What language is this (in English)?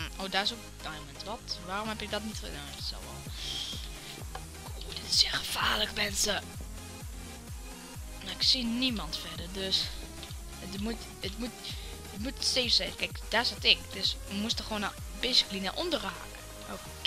Dutch